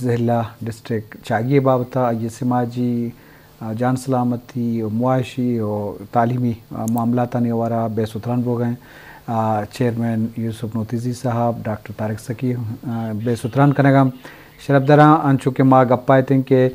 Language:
Eastern Balochi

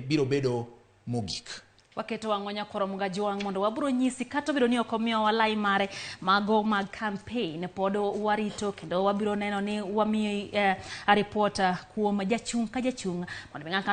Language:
Luo (Kenya and Tanzania)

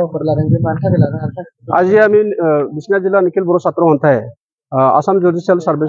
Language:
Bodo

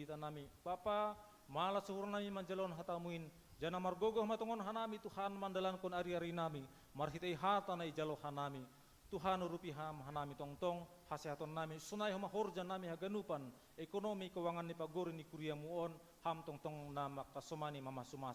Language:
Batak Simalungun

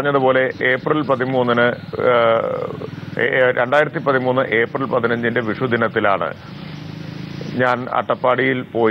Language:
Malayalam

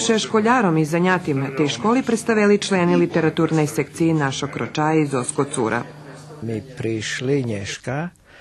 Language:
Rusyn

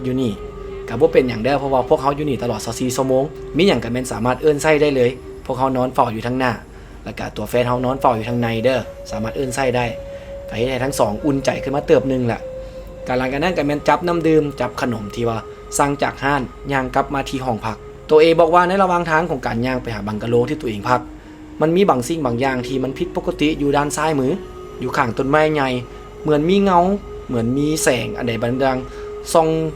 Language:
Lao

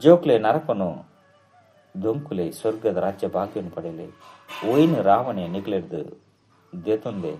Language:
Tulu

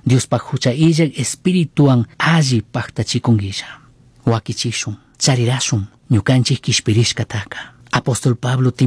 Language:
Chimborazo Highland Quichua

